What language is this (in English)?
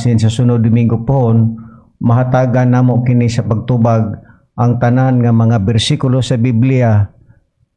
Cebuano